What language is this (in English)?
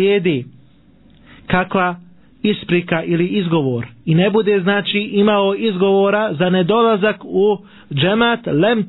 Bosnian